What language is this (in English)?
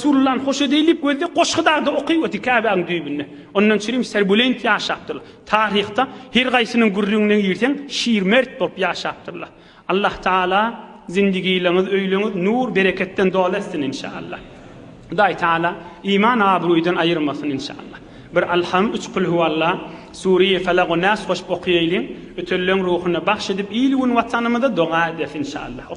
Turkmen